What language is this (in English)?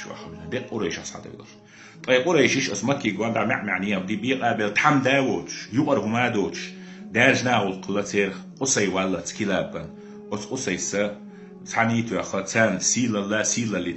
Chechen